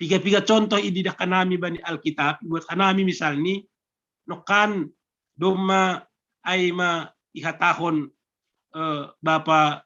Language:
Batak Simalungun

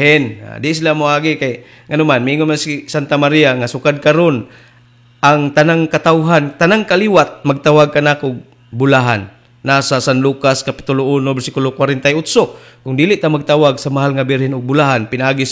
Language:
Cebuano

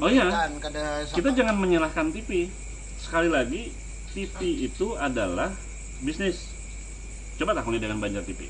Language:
Banjar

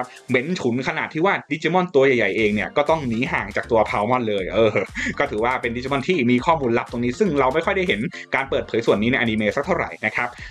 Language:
Thai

